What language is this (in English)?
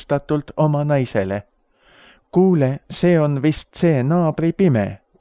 Estonian